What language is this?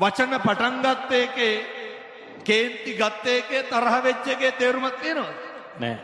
Sinhala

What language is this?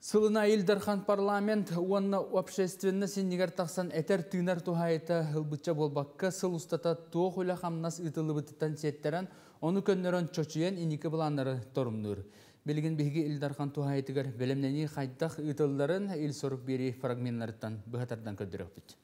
Yakut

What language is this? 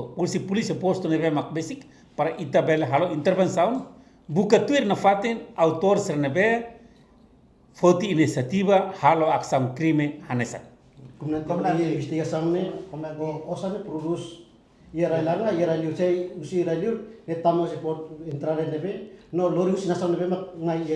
Tetum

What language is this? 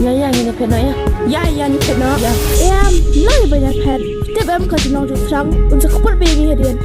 Khasi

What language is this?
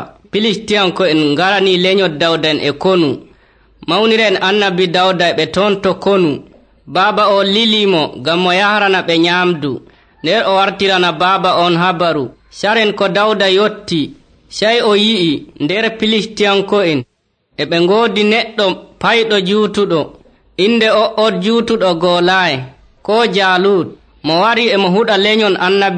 Nigerian Fulfulde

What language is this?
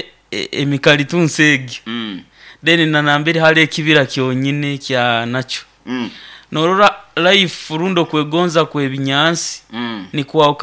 Nyoro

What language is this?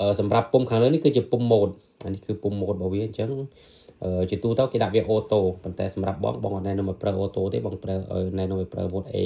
Khmer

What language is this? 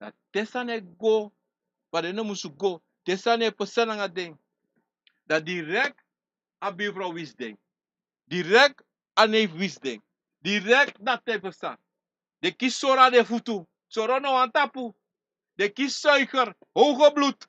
Sranan Tongo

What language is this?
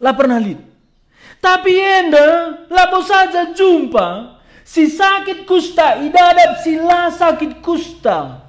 Batak Karo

